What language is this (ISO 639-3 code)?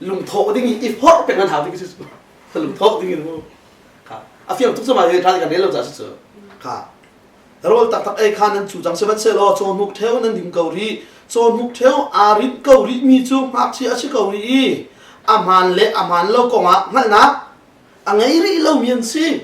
cnh